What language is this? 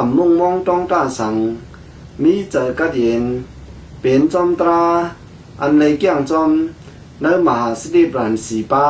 Shan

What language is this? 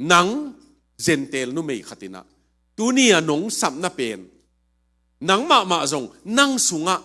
Tedim Chin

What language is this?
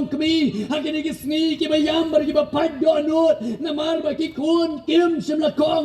Khasi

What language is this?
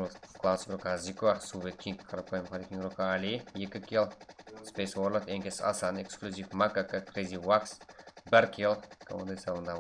Kara-Kalpak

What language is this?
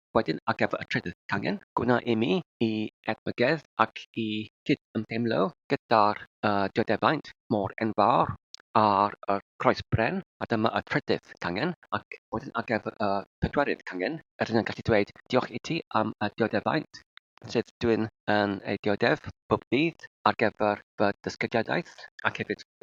Welsh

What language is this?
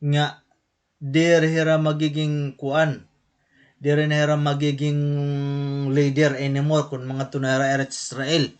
Waray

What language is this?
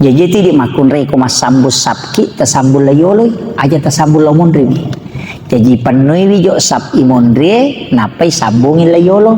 Buginese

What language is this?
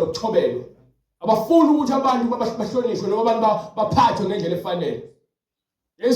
Zulu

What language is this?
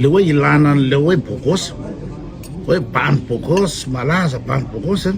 Malagasy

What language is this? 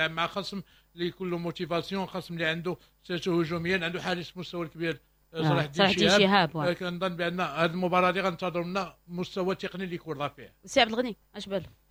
Moroccan Arabic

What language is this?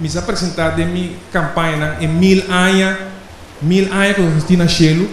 Papiamento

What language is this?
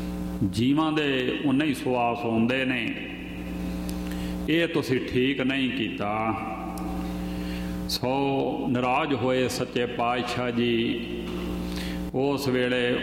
Punjabi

